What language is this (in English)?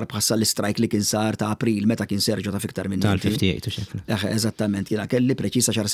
Maltese